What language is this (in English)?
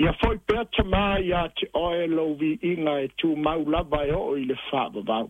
Samoan